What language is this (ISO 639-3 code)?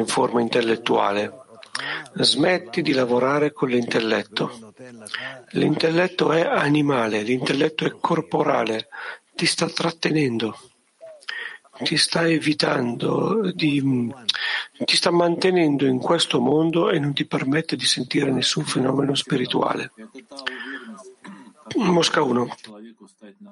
ita